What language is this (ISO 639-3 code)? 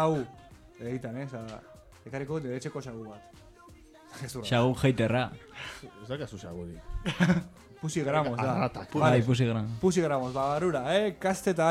eus